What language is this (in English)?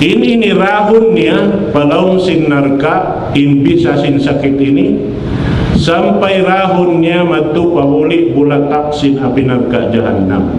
Tausug